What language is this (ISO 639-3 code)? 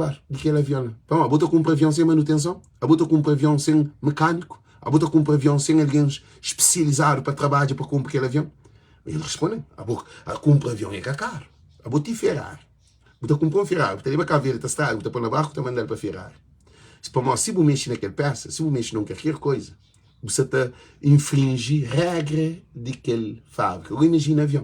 kea